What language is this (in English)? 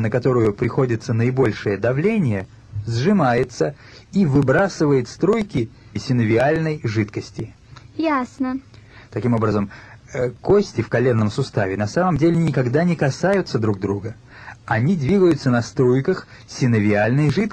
Russian